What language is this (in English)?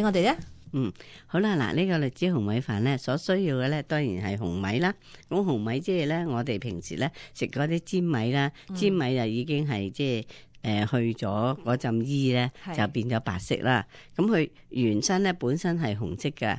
Cantonese